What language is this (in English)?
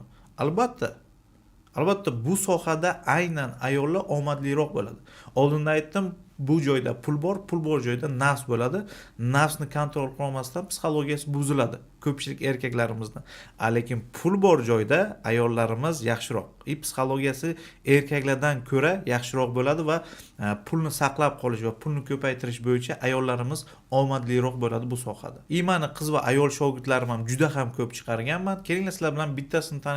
Uzbek